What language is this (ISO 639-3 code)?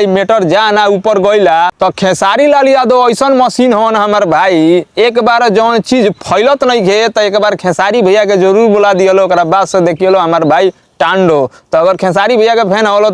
bho